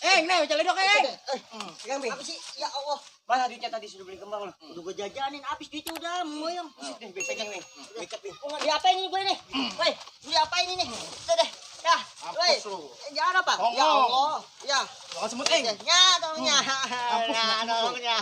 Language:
Betawi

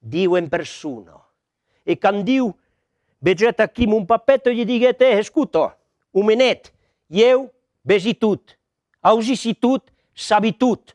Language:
Occitan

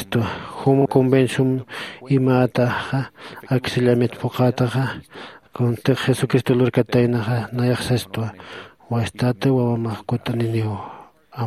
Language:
Aymara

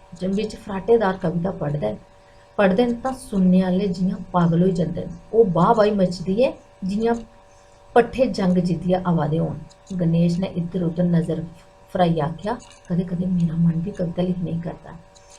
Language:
Dogri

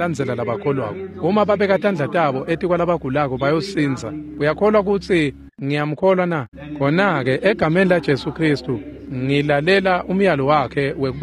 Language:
Swati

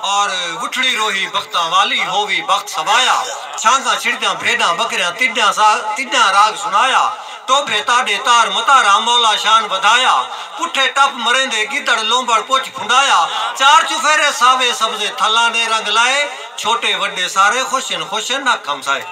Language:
Saraiki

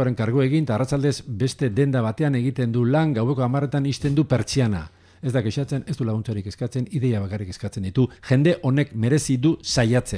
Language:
Basque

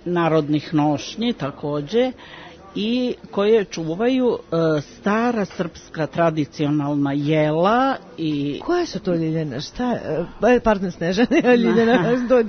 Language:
Serbian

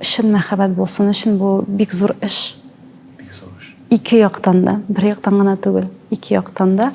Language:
Tatar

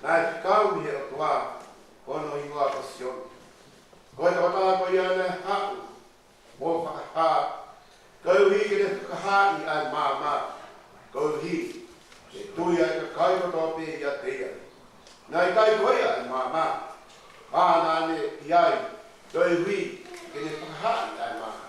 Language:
Tongan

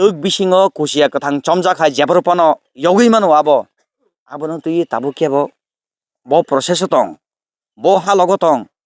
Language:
Kok Borok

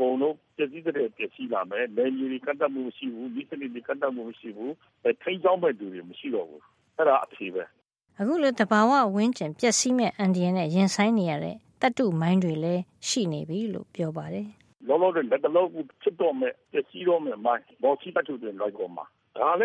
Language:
Burmese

